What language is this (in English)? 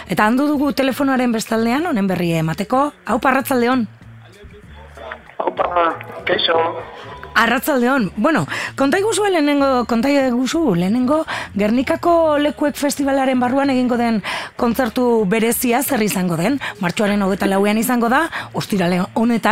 Basque